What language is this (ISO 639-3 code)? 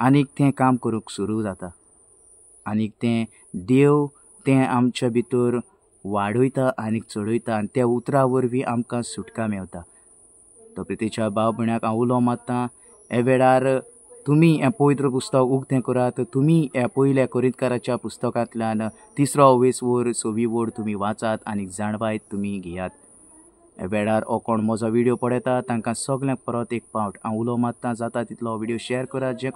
kok